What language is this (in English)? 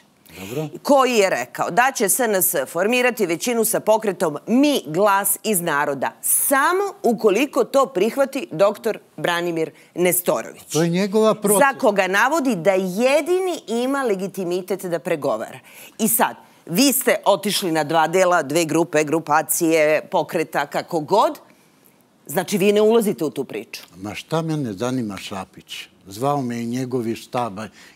Serbian